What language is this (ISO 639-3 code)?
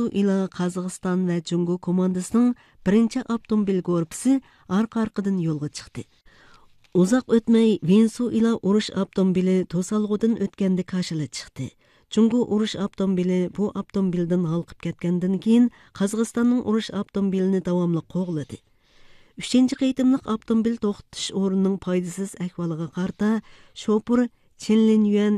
uig